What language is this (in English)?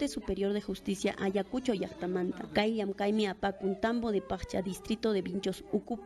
Ayacucho Quechua